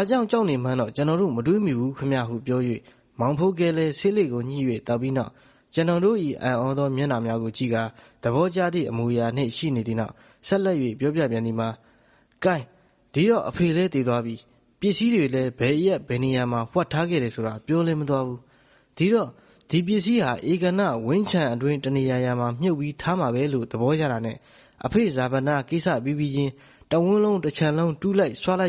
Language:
Burmese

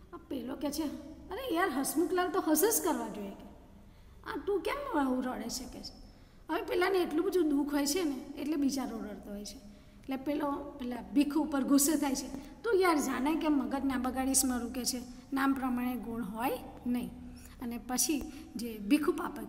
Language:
Gujarati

